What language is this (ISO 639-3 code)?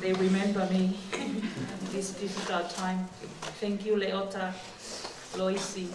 ton